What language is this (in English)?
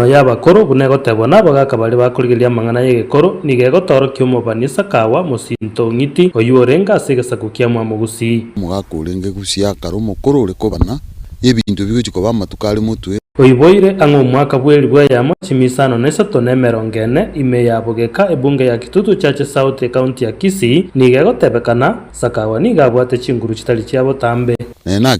Gusii